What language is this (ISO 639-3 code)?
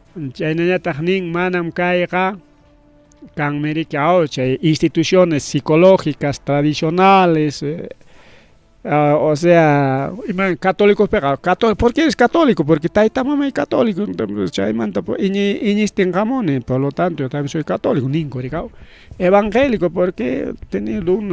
quy